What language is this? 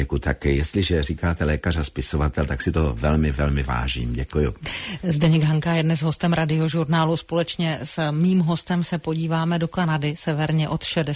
Czech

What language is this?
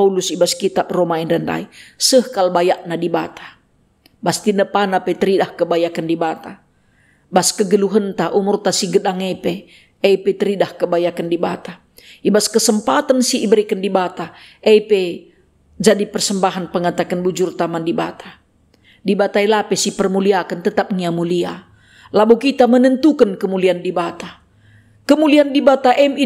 Batak Karo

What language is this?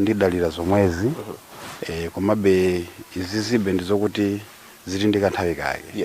Nyanja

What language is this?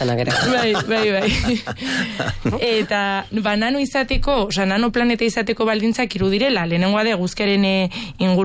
Basque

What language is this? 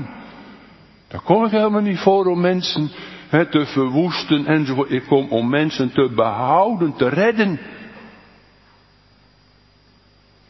Dutch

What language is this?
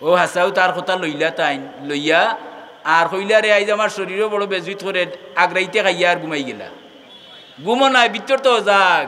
Sylheti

